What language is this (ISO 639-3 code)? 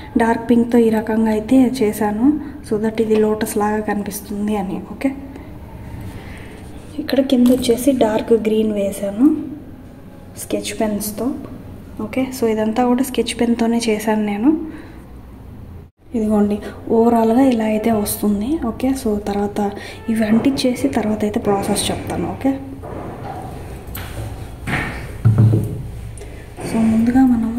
tel